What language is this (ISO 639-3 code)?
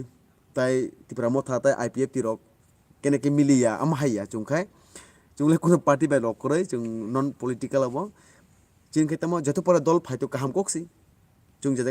trp